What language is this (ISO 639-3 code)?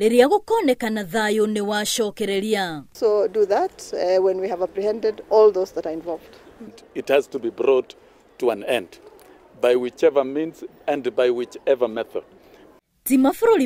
kik